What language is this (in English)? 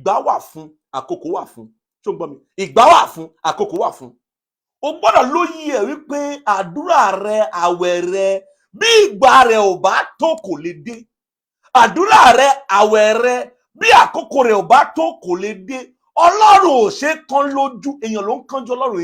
Yoruba